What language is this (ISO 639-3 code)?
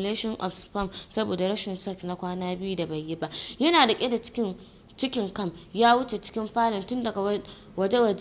hau